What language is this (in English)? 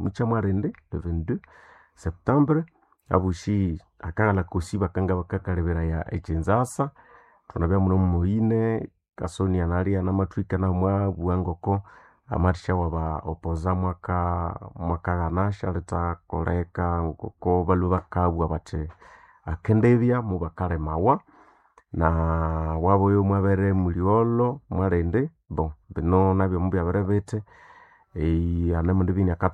Nande